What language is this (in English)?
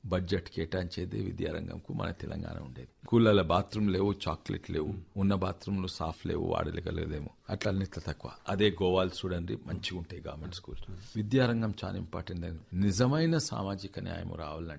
Telugu